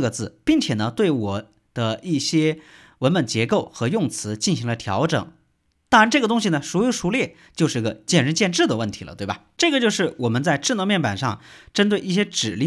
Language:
Chinese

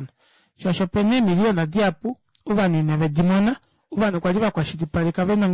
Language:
Kuanyama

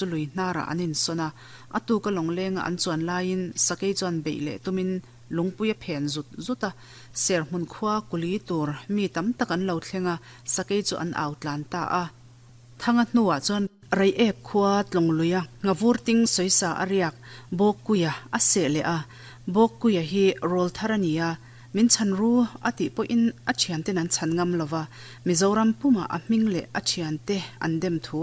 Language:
Mizo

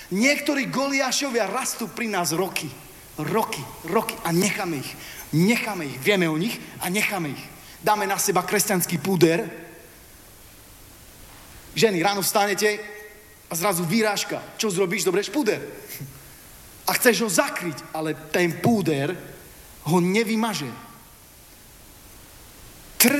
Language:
Slovak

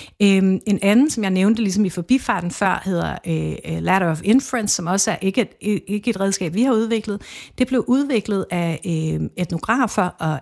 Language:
Danish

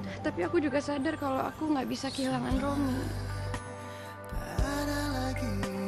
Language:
Indonesian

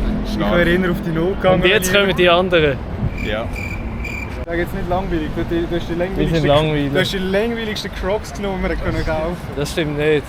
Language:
Swiss German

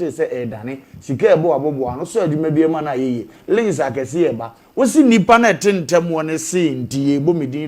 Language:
Akan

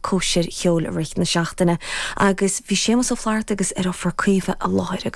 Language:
Irish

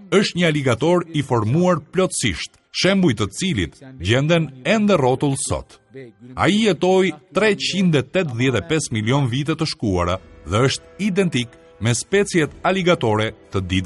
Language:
Albanian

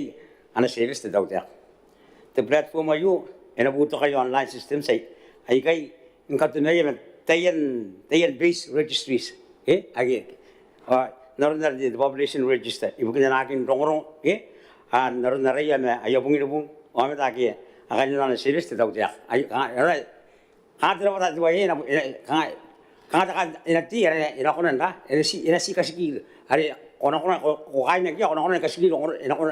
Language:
Gilbertese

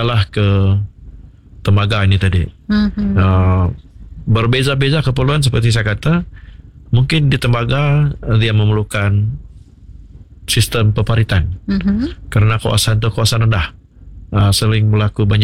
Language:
Malay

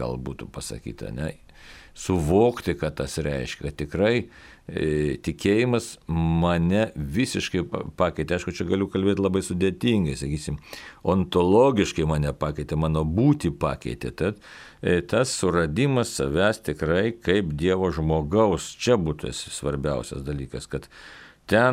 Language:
Lithuanian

